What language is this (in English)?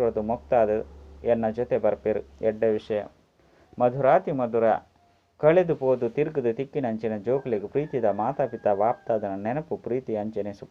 Tulu